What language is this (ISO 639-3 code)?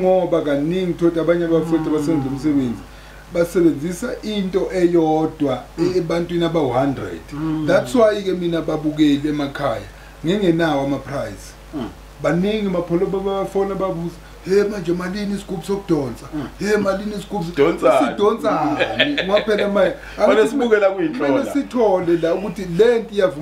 zul